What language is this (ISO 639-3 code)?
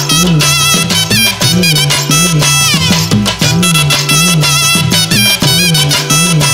tam